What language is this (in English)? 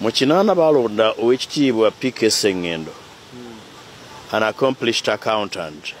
Ganda